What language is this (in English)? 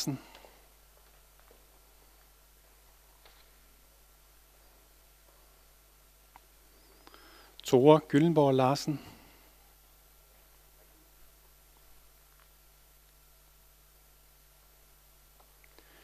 Danish